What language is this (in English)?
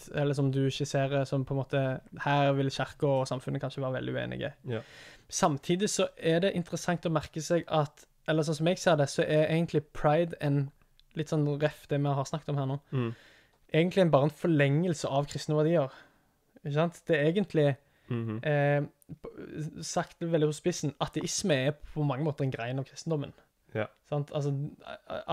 Norwegian